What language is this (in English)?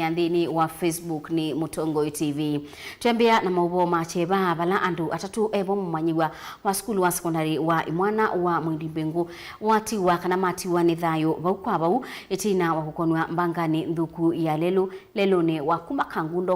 Kamba